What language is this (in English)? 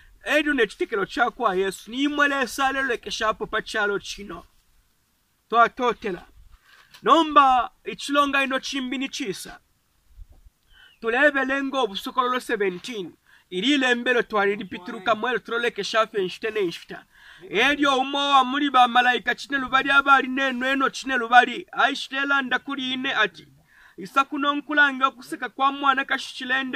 Bemba